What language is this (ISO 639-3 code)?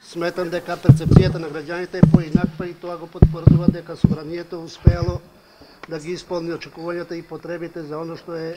mkd